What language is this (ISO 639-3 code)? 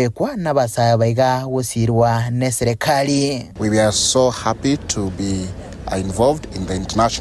guz